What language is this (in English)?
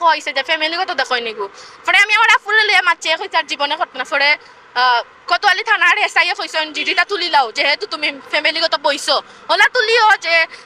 Sylheti